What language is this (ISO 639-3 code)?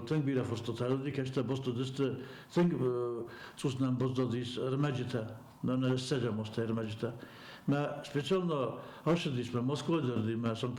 oss